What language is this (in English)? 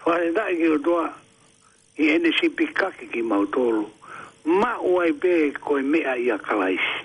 Tongan